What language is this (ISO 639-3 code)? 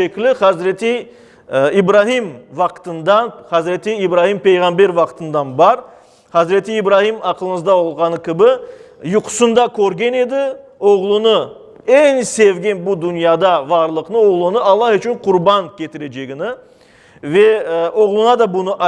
crh